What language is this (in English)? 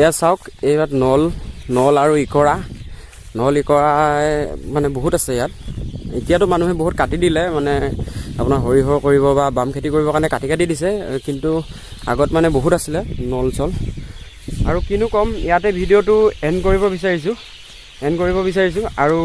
Assamese